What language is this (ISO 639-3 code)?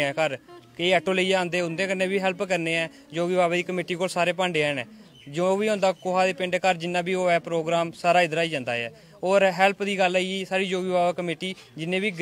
doi